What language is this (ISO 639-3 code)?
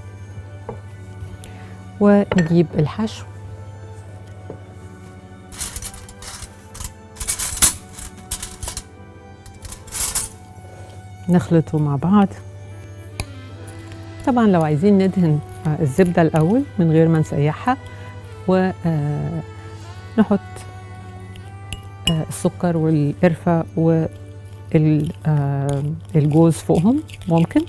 arz